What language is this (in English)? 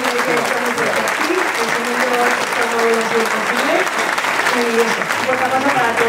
Spanish